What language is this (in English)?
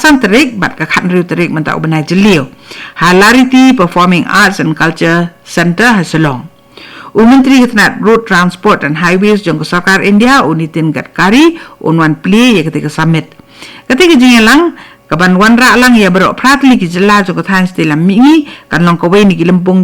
Khasi